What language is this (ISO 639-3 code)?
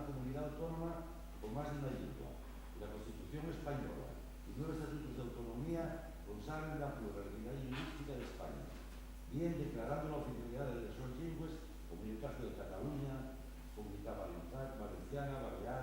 ast